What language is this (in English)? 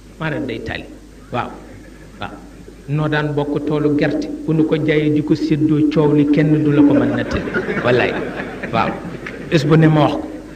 Wolof